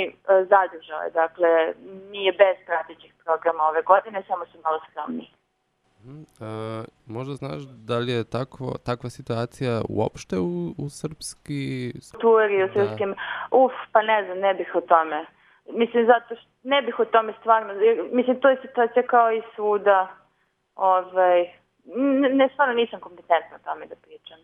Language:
Serbian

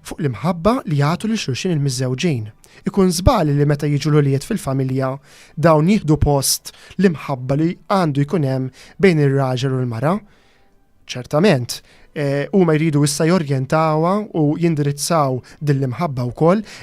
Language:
Maltese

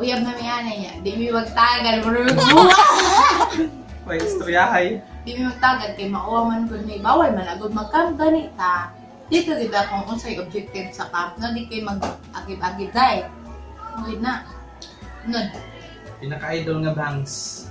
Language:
Cebuano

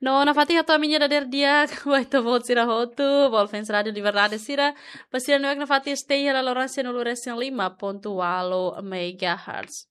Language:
Tetum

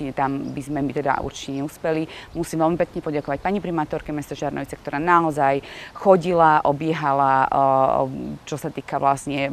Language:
Slovak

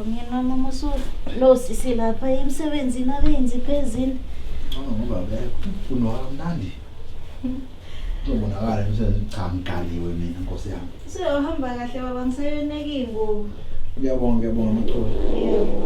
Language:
Zulu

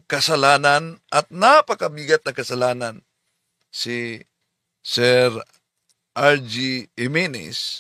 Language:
Filipino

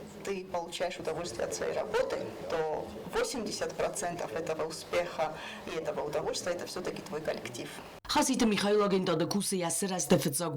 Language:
Ossetic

